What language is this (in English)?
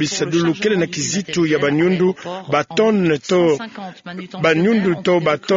Kituba (Democratic Republic of Congo)